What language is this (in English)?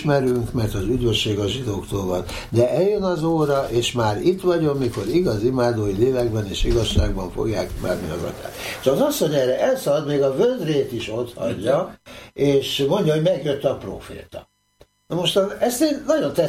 Hungarian